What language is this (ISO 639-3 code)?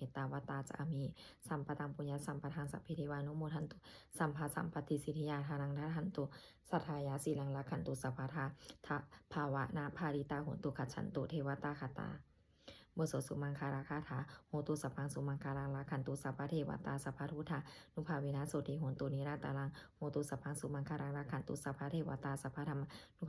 pli